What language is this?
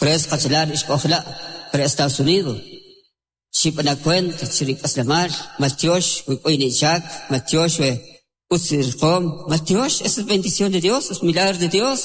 Kʼicheʼ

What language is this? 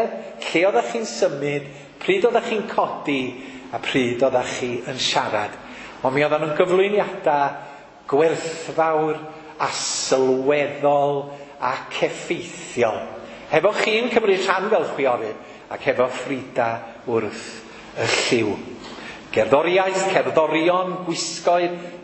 Welsh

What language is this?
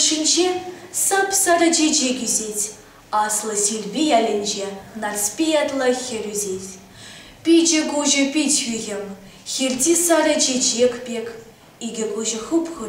Chuvash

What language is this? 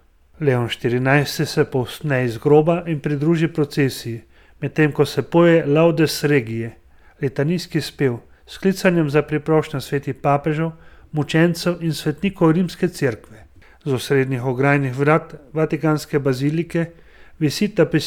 Slovenian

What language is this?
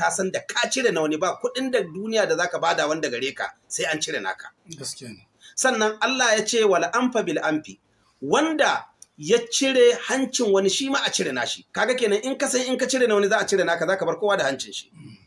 Hausa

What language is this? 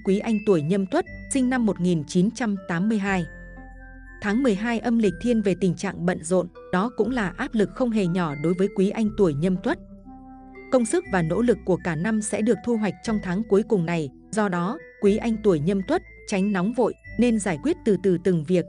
Vietnamese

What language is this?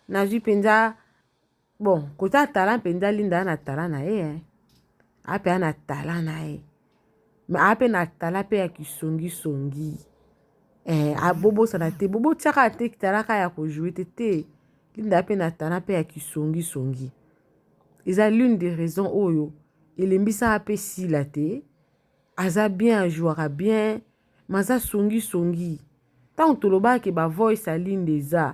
Lingala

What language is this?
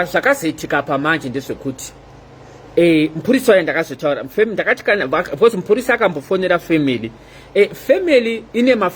Shona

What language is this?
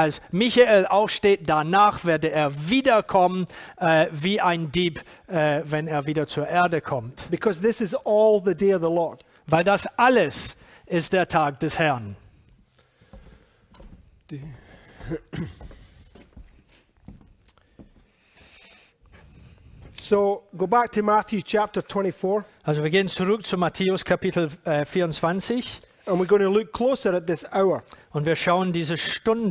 German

